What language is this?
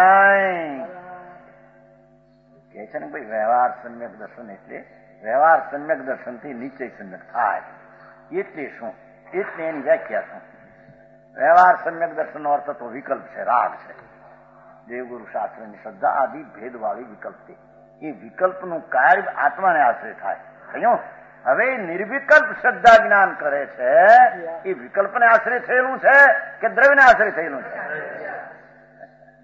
Gujarati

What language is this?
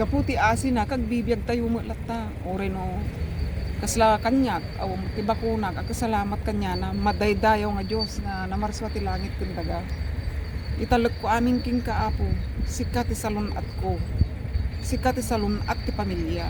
Iloko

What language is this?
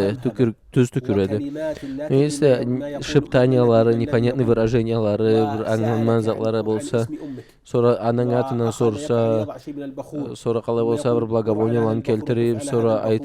Karachay-Balkar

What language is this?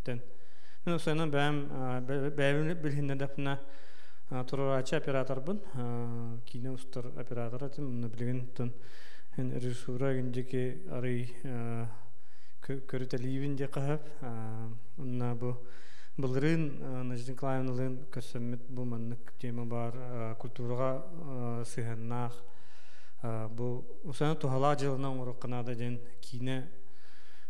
Yakut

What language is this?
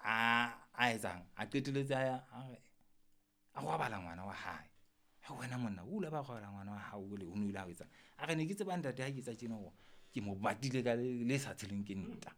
Southern Sotho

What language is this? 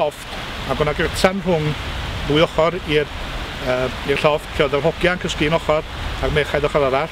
Welsh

